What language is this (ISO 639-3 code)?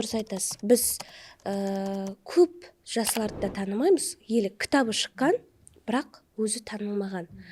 kaa